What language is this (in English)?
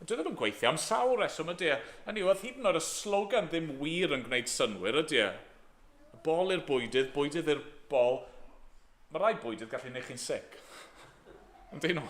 Welsh